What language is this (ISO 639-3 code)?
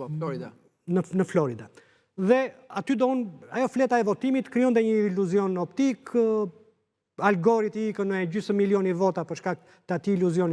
sqi